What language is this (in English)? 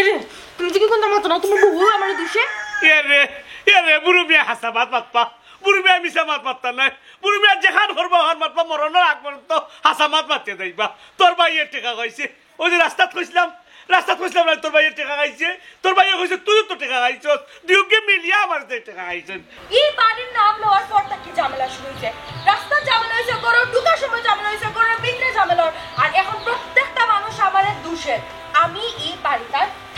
Sylheti